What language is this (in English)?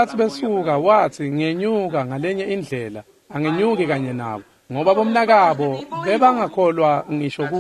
Swati